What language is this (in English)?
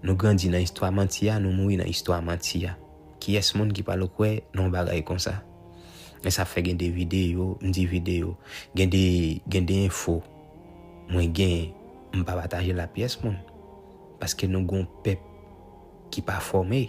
Haitian Creole